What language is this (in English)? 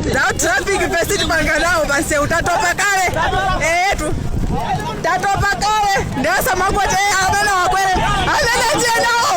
Nyanja